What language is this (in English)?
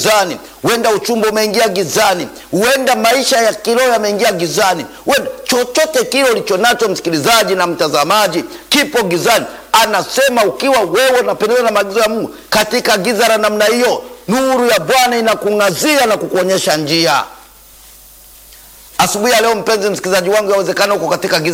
Swahili